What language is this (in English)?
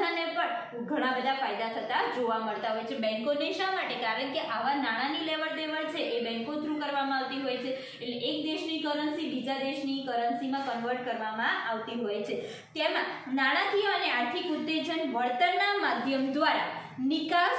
Gujarati